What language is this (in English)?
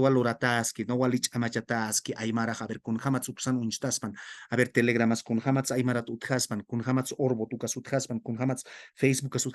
Aymara